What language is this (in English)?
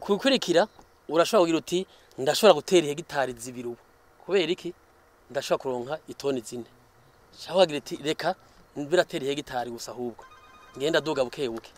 Rundi